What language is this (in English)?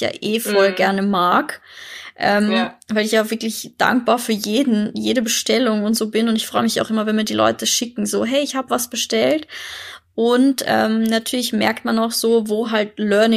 German